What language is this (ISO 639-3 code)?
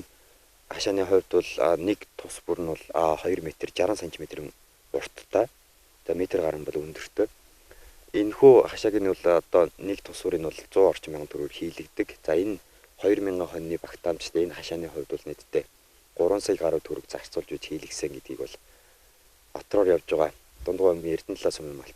mon